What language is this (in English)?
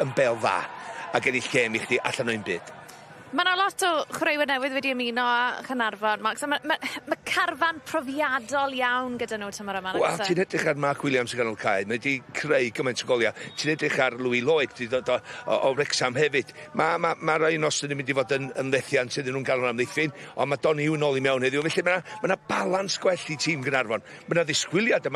Welsh